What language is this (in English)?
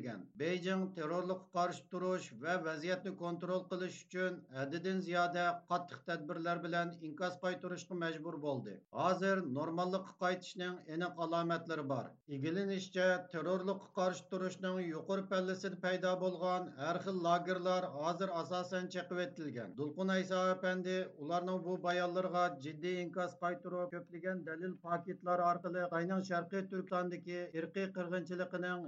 Uyghur